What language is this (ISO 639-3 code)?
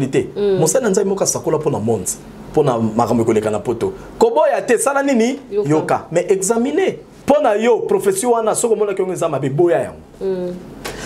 lin